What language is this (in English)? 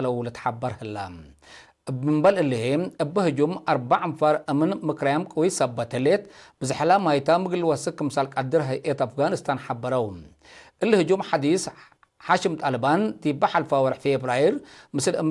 Tigre